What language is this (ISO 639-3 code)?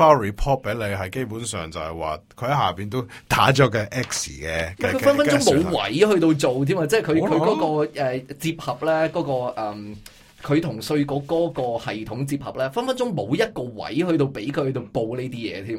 yue